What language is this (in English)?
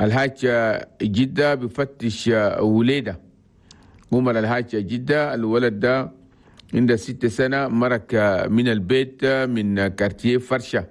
Chadian Arabic